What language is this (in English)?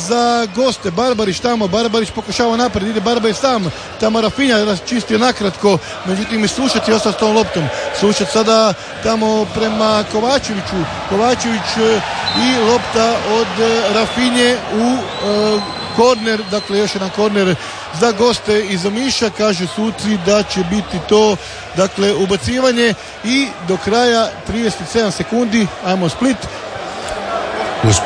Croatian